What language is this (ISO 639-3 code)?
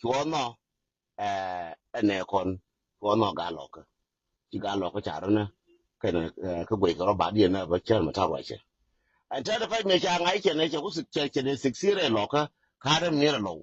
nus